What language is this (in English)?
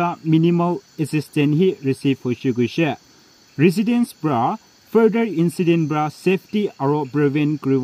Naga Pidgin